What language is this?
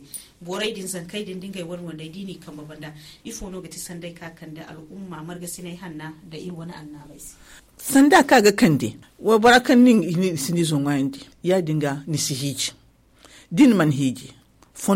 Zarma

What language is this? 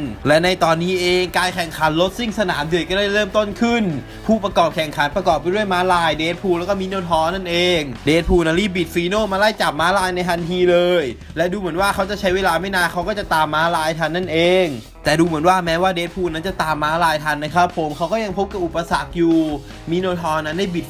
Thai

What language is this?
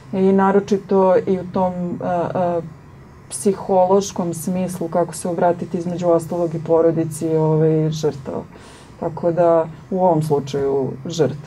Serbian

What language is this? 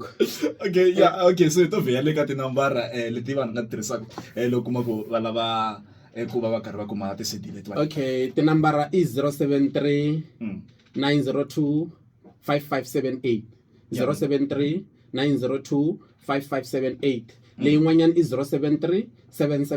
Tsonga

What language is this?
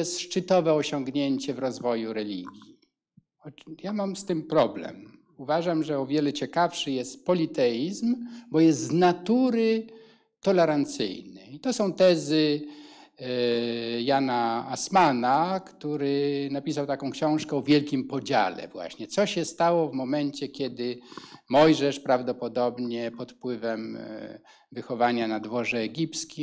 Polish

